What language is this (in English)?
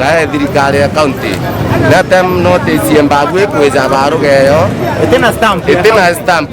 Meru